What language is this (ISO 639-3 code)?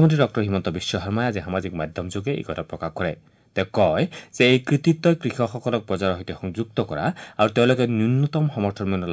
asm